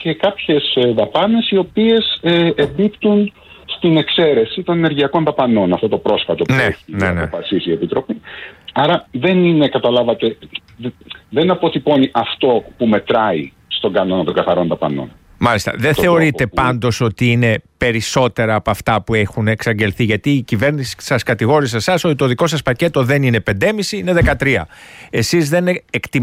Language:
Greek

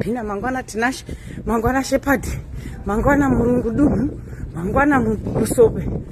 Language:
Shona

